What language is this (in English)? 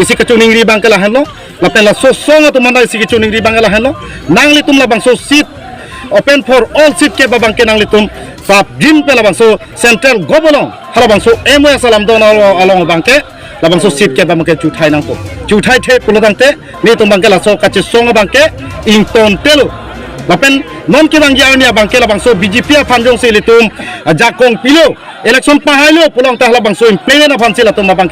Karbi